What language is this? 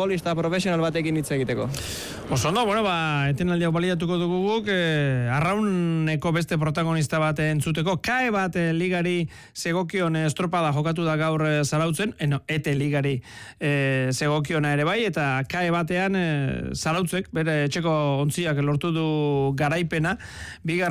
Basque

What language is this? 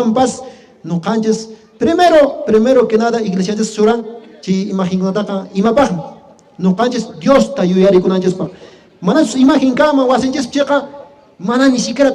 Quechua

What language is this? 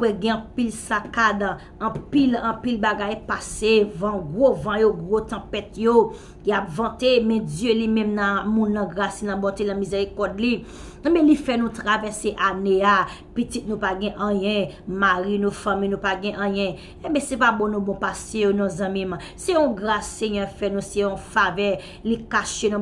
Haitian Creole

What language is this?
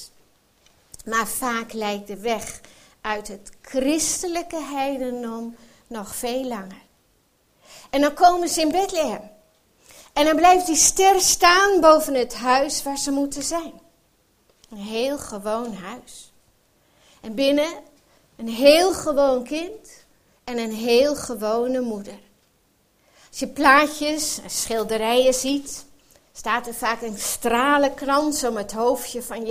Dutch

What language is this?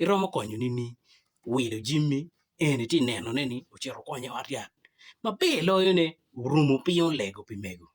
Acoli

